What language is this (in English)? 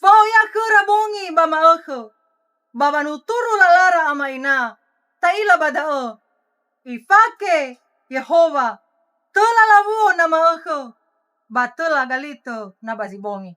Nias